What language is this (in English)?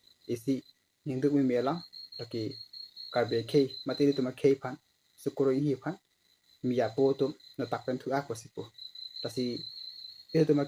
Karbi